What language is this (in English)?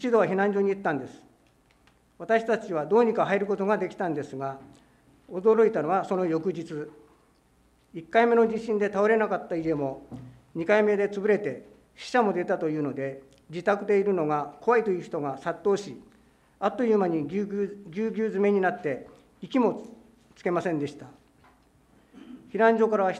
Japanese